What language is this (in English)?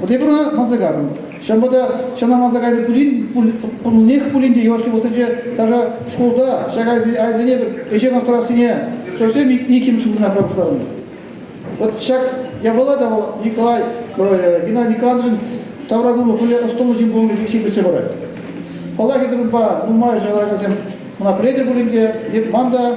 Chuvash